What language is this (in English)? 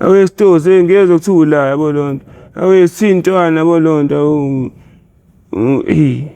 Zulu